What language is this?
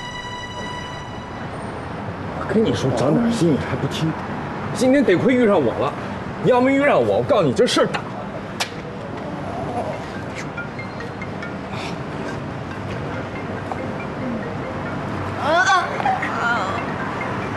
Chinese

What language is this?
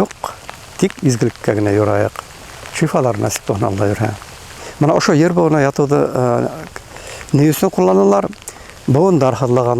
Bashkir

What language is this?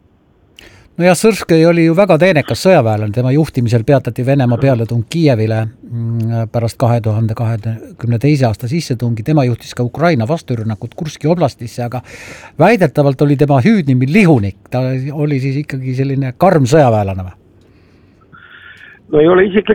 Estonian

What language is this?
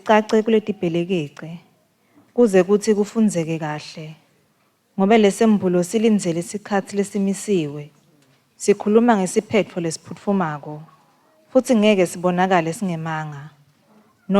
Swati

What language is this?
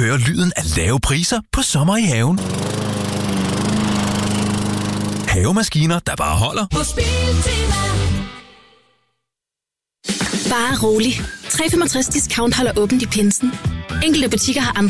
Danish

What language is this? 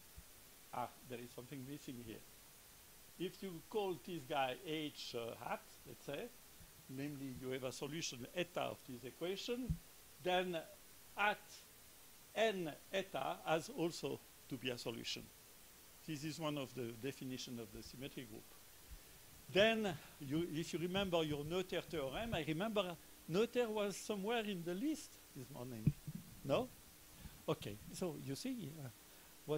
English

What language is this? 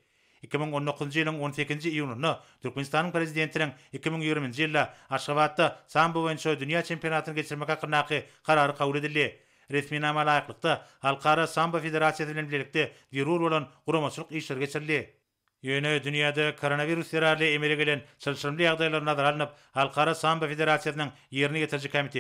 Turkmen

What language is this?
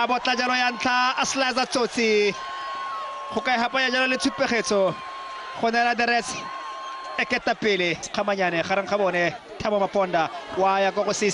Tswana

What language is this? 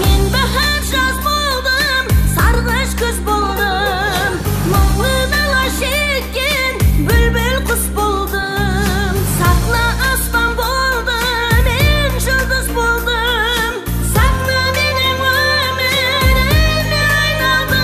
Kara-Kalpak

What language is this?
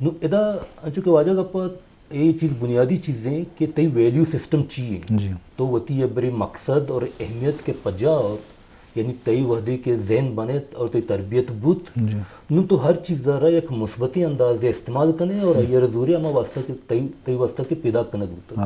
Eastern Balochi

